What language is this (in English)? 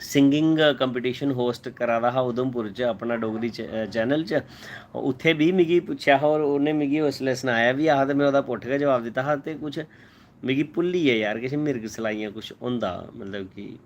Dogri